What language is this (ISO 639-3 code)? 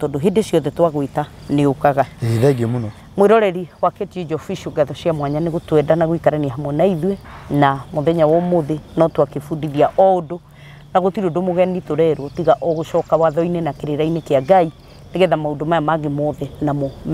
kik